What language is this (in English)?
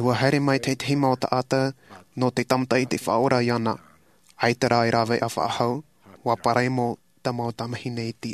Tahitian